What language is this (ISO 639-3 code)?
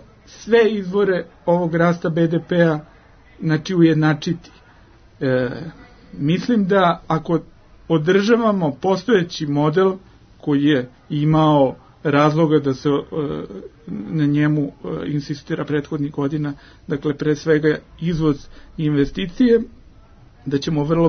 srp